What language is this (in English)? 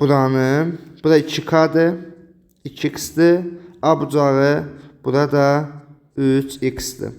Azerbaijani